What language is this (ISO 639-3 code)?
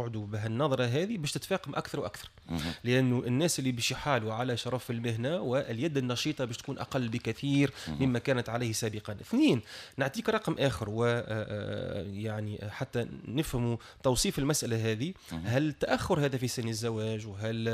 aeb